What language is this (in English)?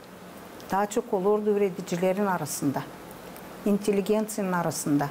Gagauz